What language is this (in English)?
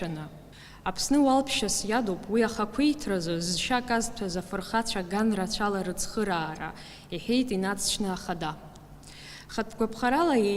Abkhazian